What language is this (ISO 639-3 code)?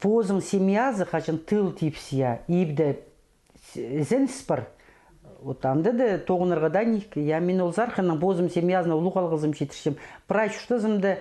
kjh